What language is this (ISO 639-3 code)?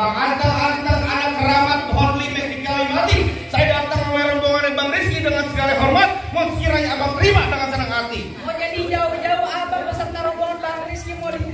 bew